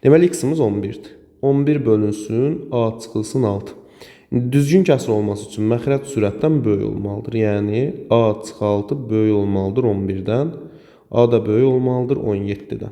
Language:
Azerbaijani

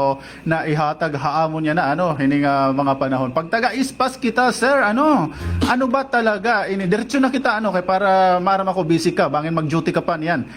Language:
Waray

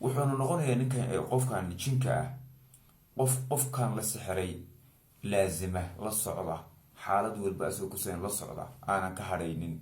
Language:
Somali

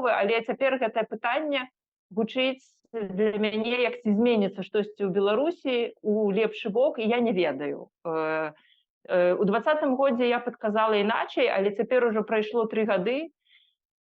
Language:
Belarusian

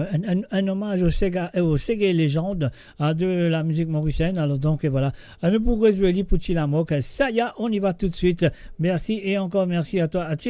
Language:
Morisyen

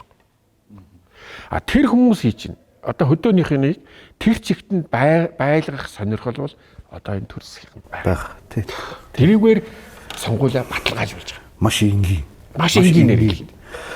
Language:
Mongolian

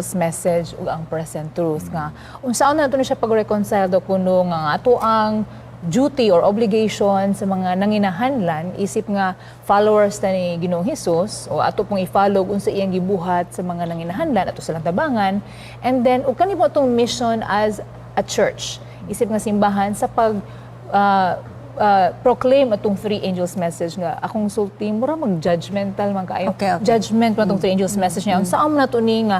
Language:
Cebuano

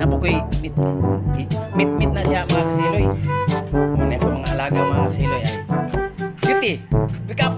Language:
Cebuano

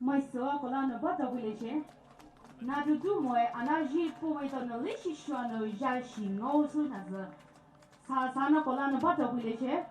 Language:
Poumei Naga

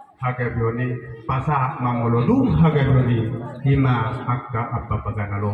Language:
Batak Toba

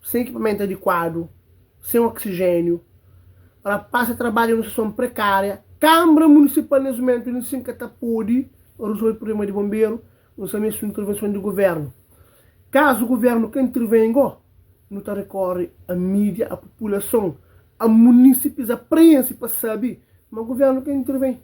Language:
Kabuverdianu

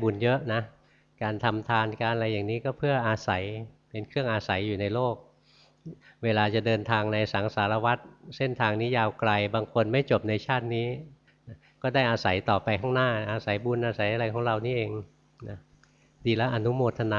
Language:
Thai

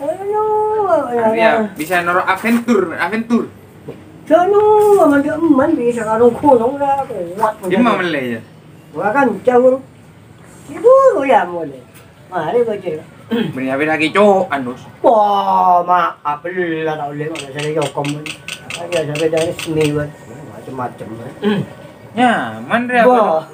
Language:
Madurese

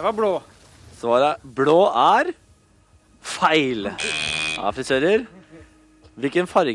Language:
Norwegian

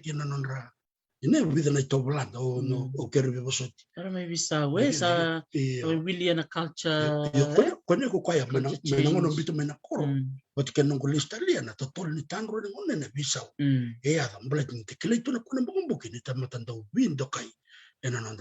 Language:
Fijian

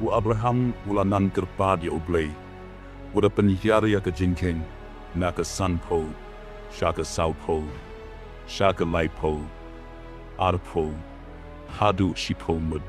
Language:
Khasi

